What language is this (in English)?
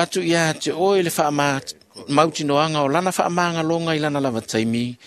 Samoan